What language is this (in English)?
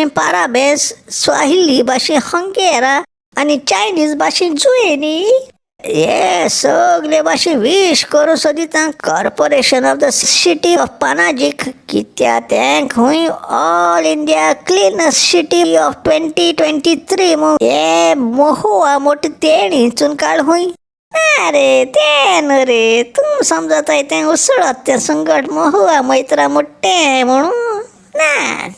Konkani